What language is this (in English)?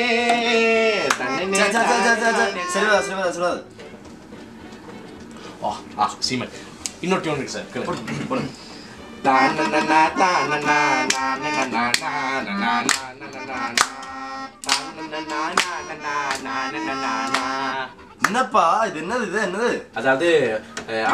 Tamil